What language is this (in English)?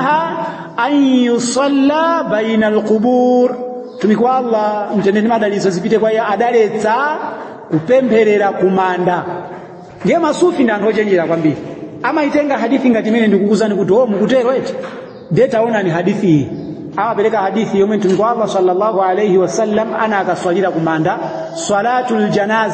Nyanja